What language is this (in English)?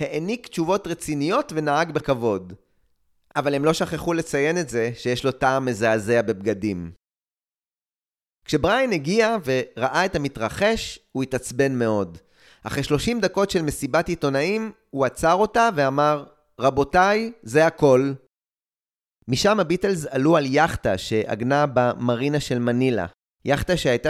Hebrew